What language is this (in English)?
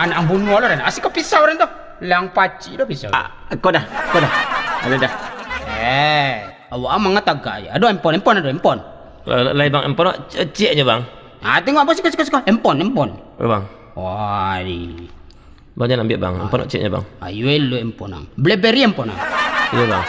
Minangkabau